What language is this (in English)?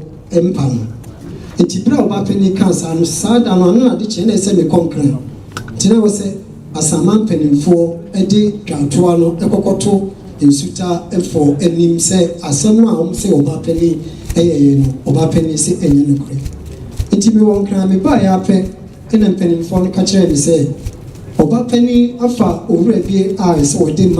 Akan